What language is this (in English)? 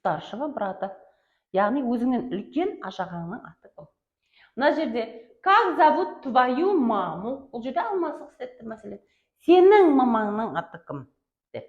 Kara-Kalpak